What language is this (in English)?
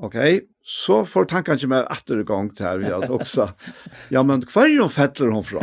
Faroese